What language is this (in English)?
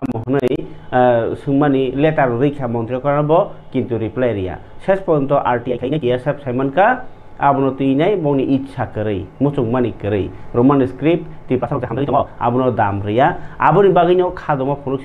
Kok Borok